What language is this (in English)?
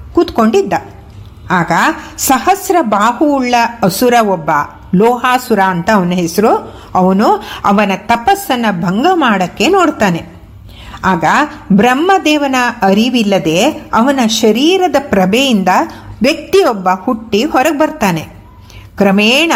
Kannada